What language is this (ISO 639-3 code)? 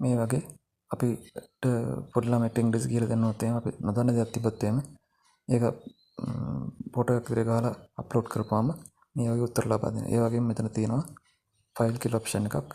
sin